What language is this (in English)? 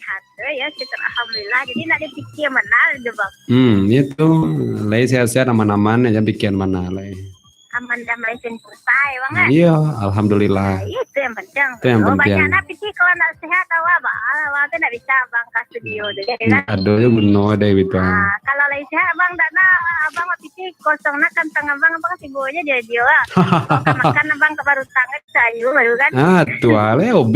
Minangkabau